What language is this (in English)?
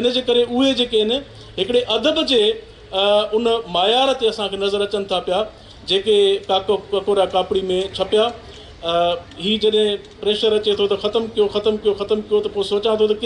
Sindhi